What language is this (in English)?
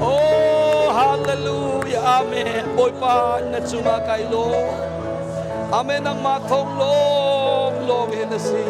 Hakha Chin